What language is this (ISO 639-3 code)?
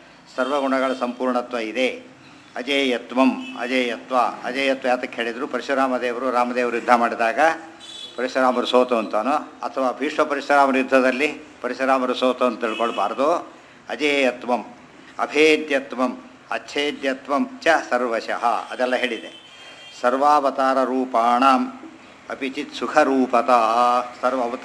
kan